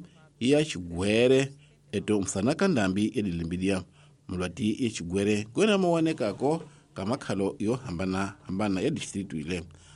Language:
Tsonga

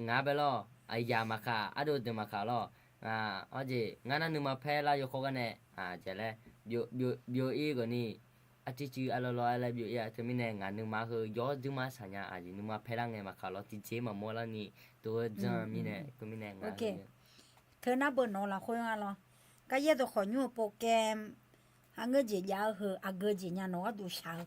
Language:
Akha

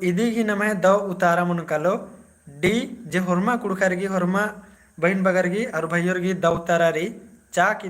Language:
Kurukh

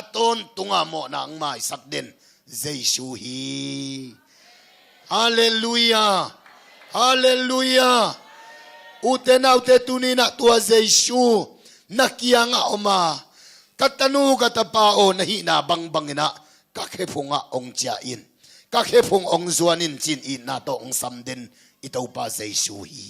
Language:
Tedim Chin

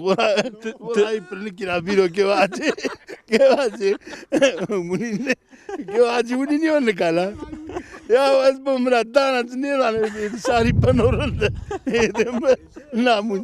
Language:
Zaza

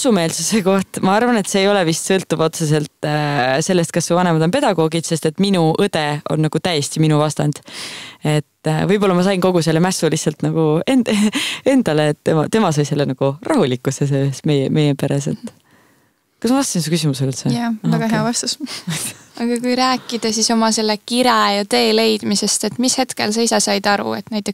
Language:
Estonian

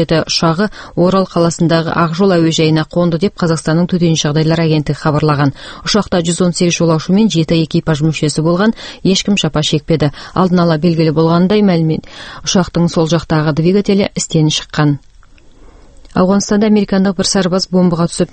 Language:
Kazakh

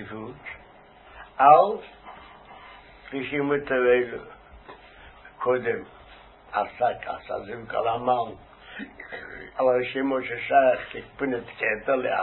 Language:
Hebrew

